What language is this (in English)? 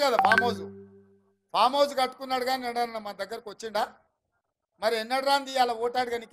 Telugu